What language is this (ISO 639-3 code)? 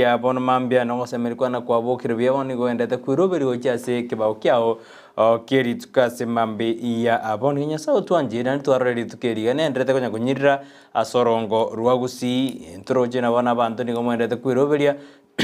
guz